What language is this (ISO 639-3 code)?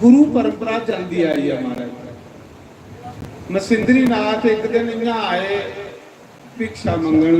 doi